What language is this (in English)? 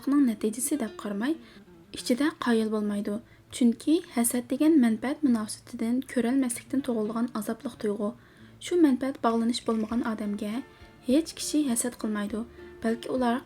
Uyghur